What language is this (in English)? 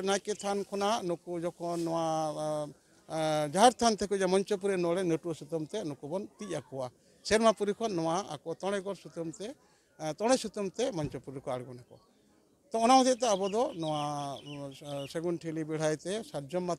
Santali